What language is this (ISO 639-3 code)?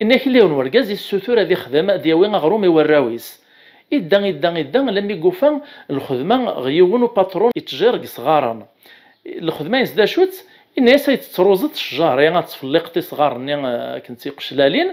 kab